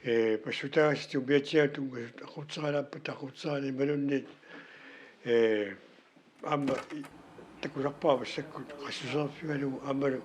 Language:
Kalaallisut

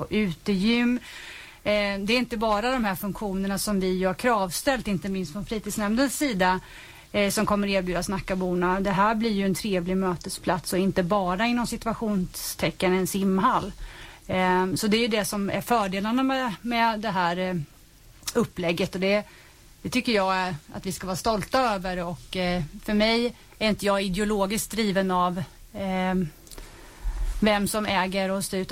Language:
Swedish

